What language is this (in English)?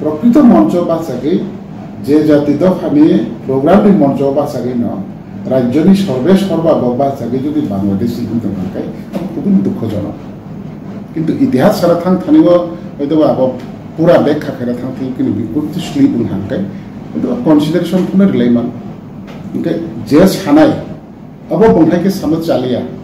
Kok Borok